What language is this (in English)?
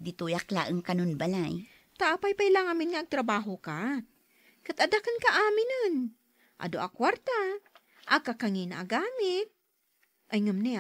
Iloko